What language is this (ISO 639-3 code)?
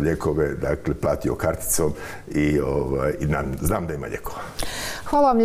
hrv